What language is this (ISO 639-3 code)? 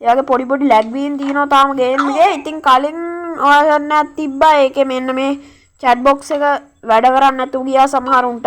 sin